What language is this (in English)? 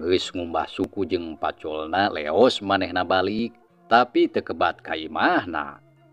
Sundanese